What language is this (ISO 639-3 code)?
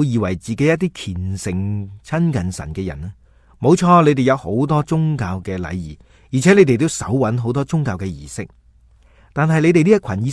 yue